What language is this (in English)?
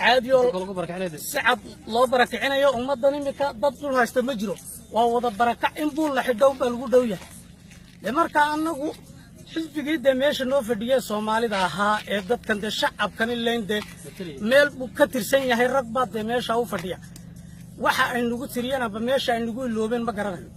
Somali